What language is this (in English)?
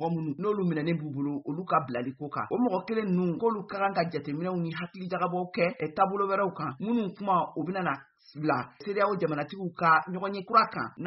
Bambara